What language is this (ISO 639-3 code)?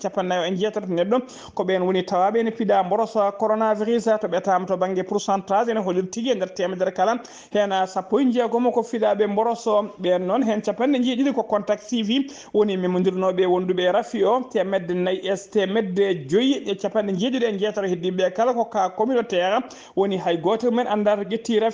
ful